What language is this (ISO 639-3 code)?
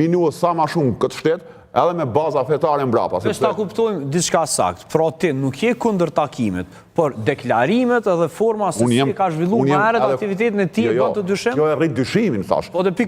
sqi